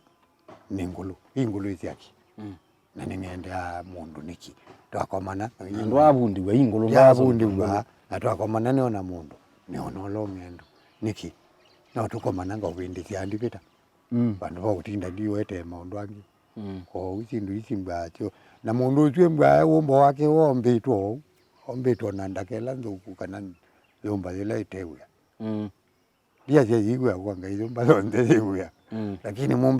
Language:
Kamba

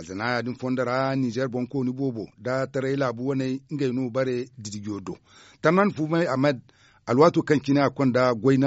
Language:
Zarma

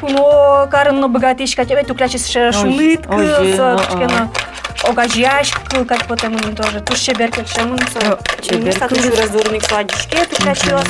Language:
Udmurt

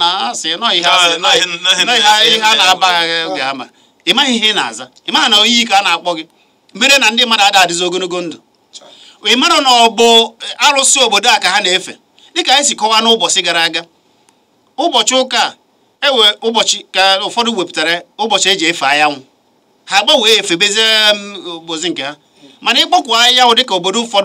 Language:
Igbo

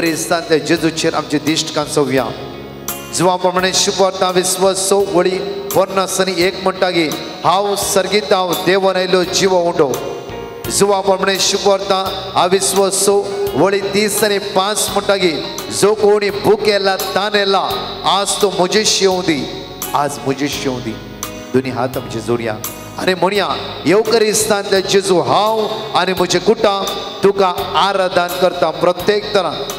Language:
Konkani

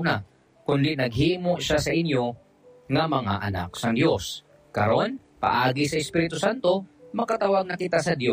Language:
Hiligaynon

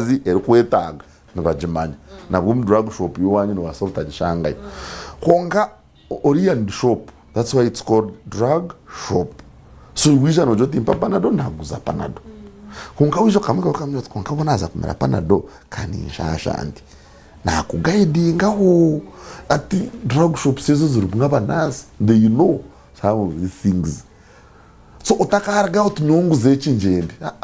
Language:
Nyankole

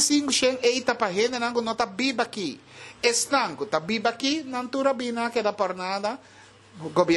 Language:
Papiamento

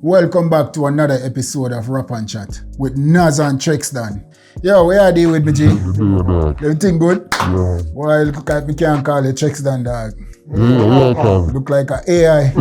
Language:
Jamaican Creole English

